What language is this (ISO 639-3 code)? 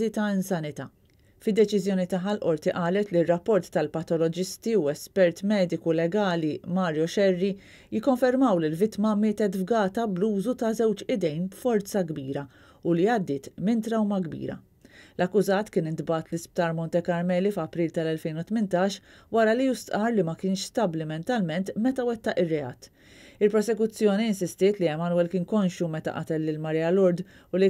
mlt